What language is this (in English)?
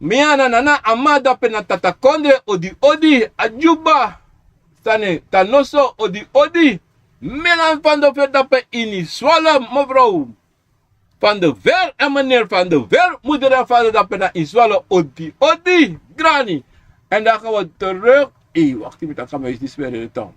Sranan Tongo